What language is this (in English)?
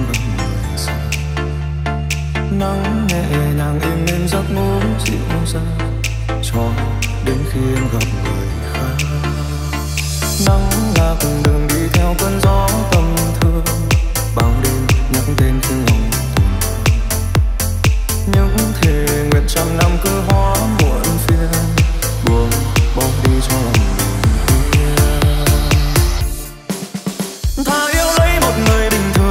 Vietnamese